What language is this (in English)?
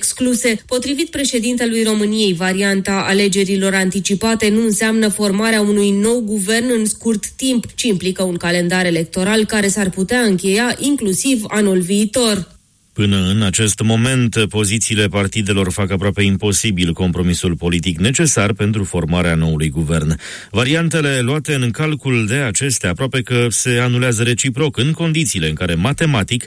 Romanian